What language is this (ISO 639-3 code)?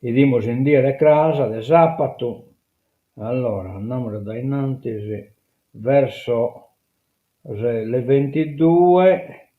srd